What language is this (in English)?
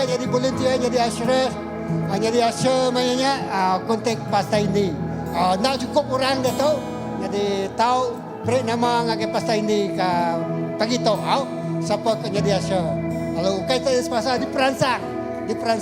Iban